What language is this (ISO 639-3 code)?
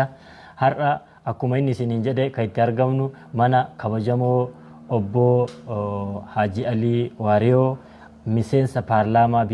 orm